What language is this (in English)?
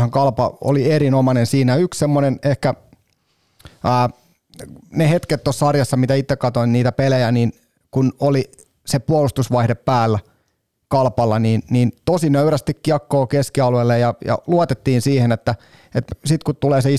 Finnish